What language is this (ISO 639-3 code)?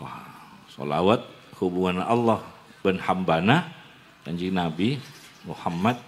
mad